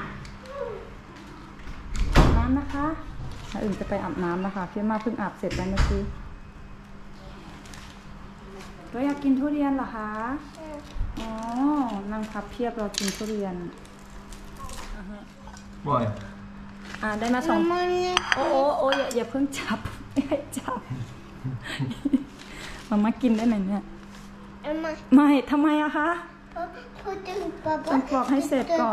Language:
Thai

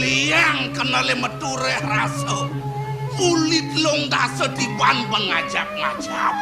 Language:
Balinese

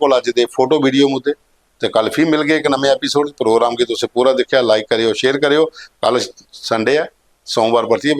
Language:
Dogri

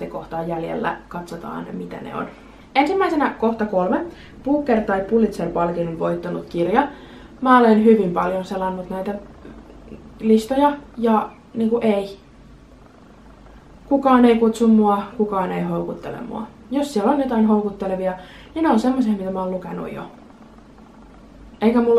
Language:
Finnish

